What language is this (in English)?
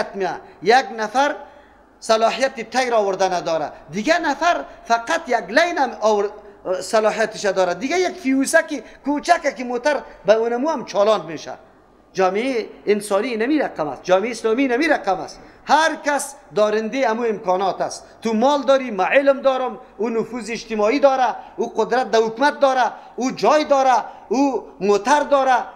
Persian